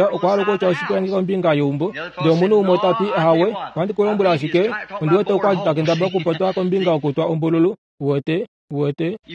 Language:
Kuanyama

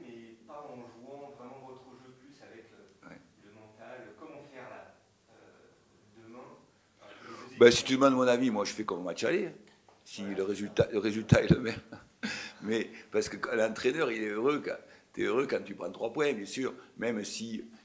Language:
French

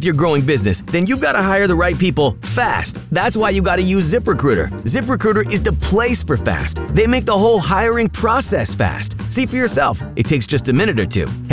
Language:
English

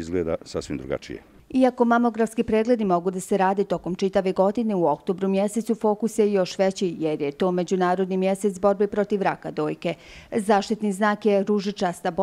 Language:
Bosnian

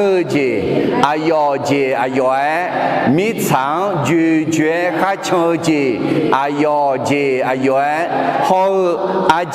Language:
Akha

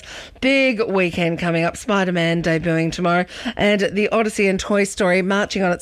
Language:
English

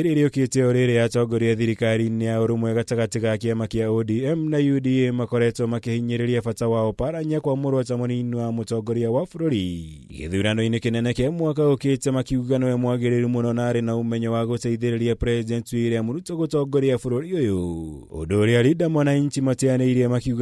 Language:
Kikuyu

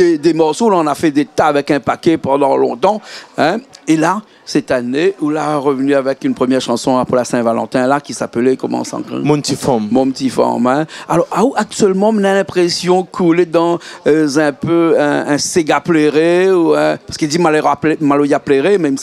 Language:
Réunion Creole French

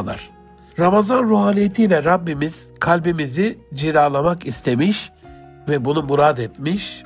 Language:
Turkish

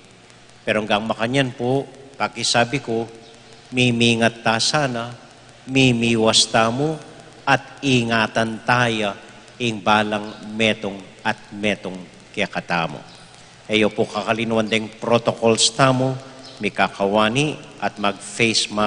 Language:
Pampanga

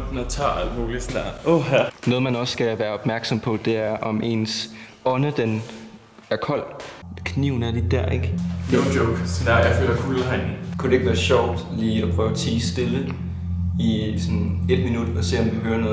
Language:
Danish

